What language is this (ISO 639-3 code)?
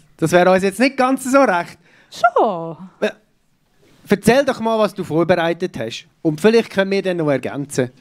gsw